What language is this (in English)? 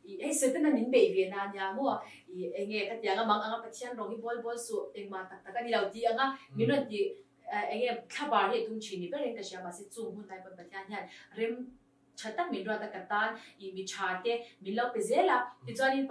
Tedim Chin